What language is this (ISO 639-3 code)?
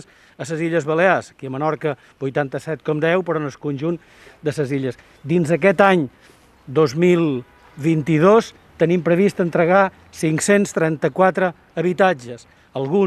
cat